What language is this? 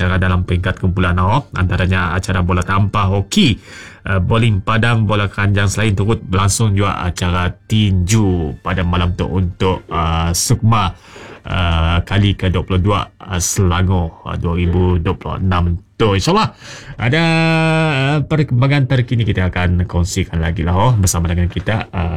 Malay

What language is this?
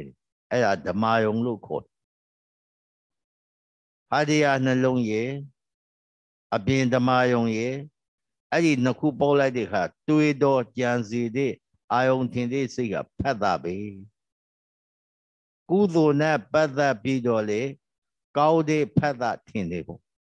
Burmese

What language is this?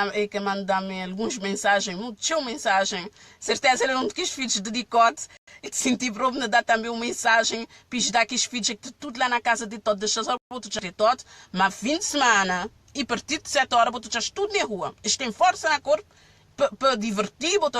Kabuverdianu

